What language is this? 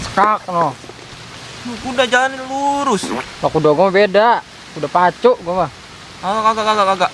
Betawi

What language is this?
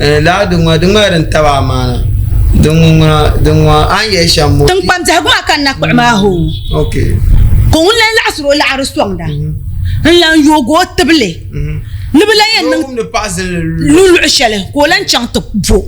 Dagbani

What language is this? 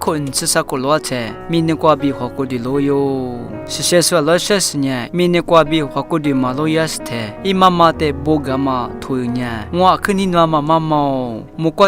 Lisu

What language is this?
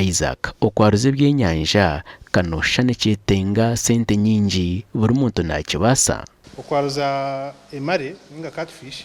Nyankole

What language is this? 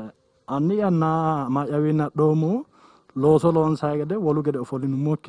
Sidamo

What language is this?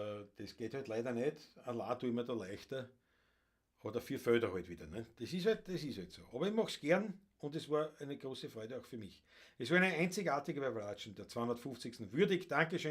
Bavarian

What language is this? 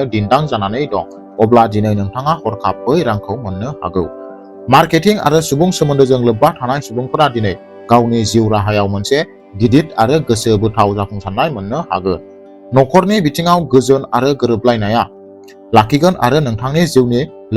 Bodo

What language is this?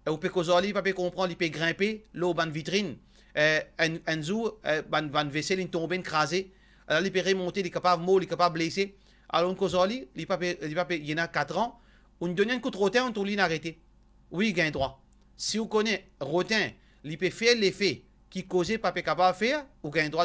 Morisyen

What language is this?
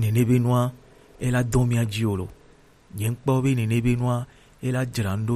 Gen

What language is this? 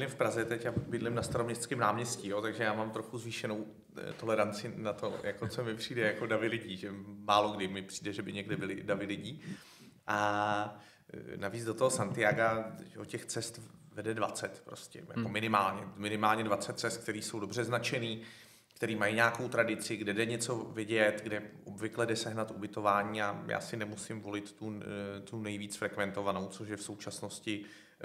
Czech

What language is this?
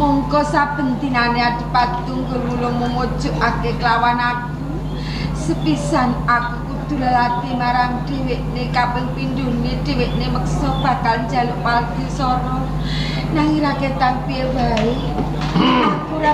Javanese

